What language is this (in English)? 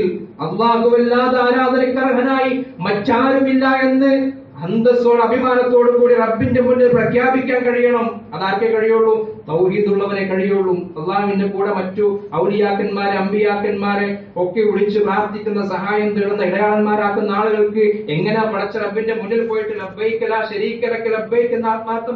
Malayalam